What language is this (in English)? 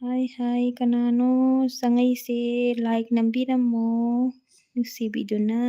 Manipuri